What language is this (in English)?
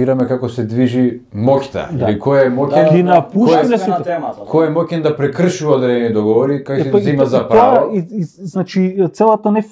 Macedonian